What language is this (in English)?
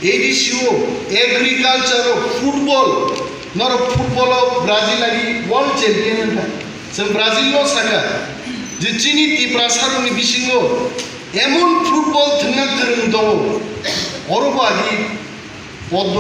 Kok Borok